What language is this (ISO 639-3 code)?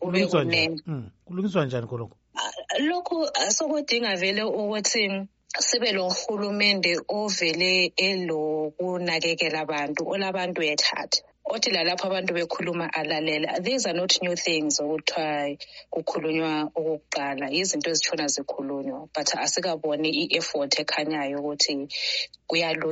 nde